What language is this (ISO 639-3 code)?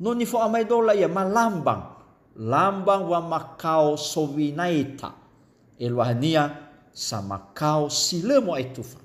nia